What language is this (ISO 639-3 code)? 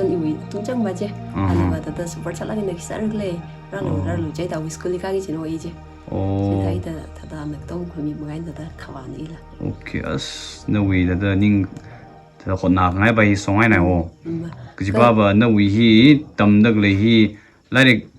nmf